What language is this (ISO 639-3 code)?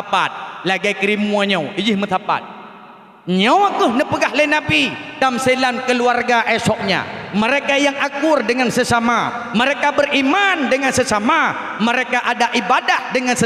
ace